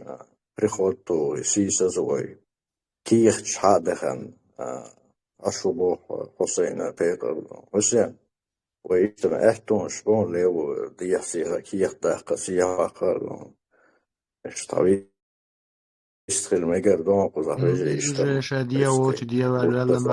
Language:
Chechen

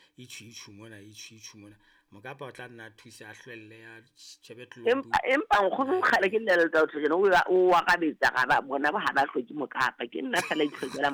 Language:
Southern Sotho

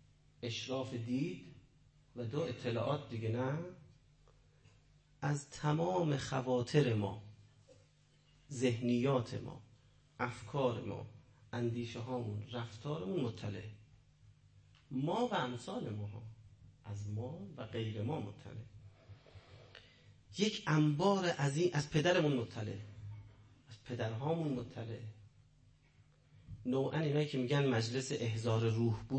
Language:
Persian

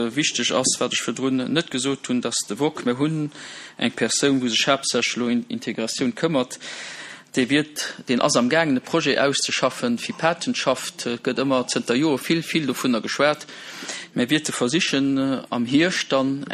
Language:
Luxembourgish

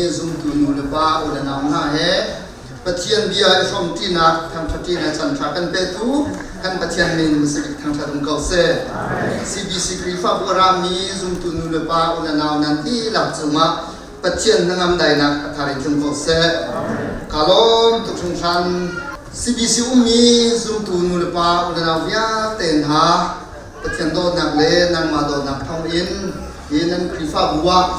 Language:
Hakha Chin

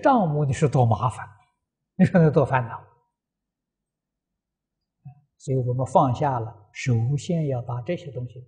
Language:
Chinese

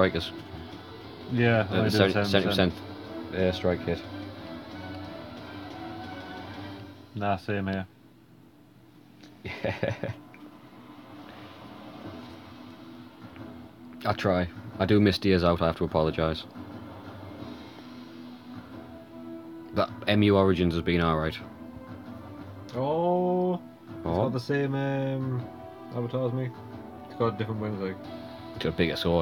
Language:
English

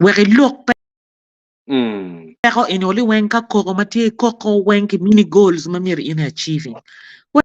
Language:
Acoli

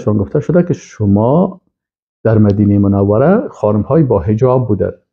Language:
Persian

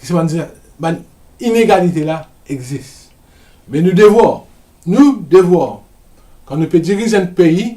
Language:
Morisyen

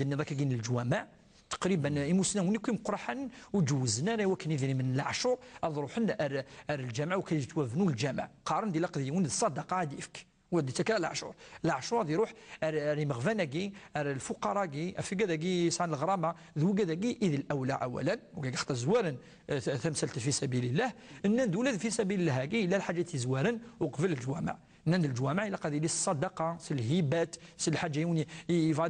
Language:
Kabyle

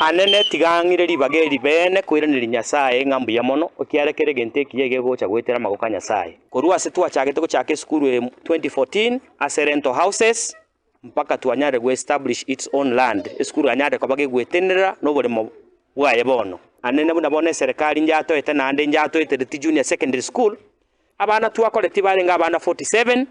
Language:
Gusii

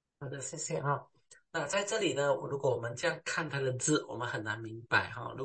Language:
Chinese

